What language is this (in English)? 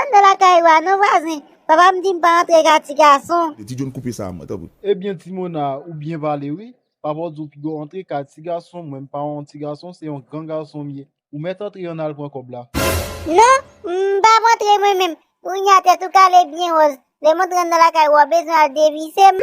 Haitian Creole